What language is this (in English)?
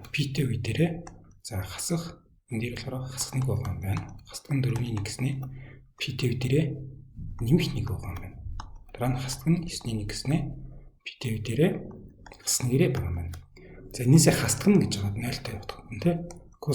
Mongolian